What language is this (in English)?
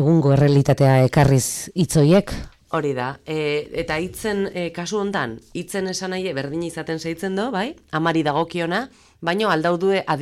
Basque